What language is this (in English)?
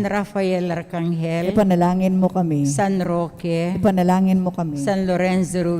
Pampanga